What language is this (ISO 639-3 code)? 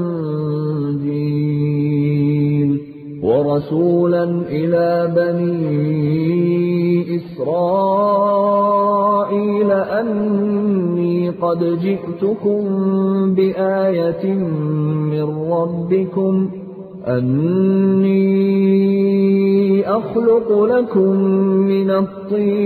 ara